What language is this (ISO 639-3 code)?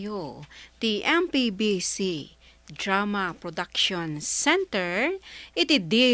ilo